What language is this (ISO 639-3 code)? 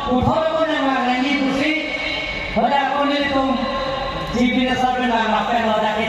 mjw